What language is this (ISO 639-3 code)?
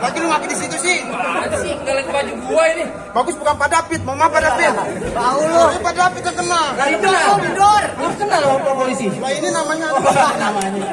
bew